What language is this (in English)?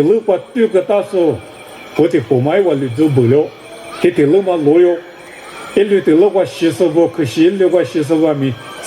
Lisu